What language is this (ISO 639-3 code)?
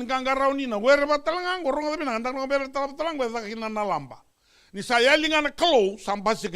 fij